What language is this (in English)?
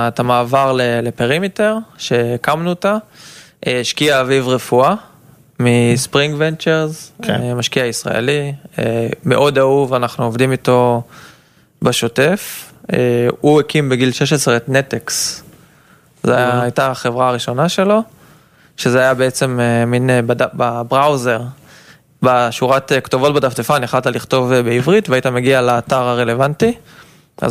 Hebrew